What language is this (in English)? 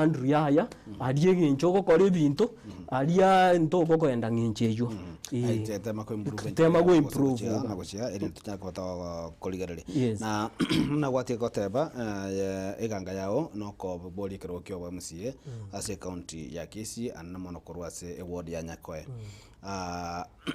Gusii